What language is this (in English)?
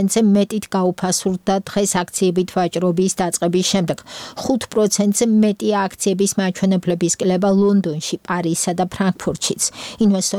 Georgian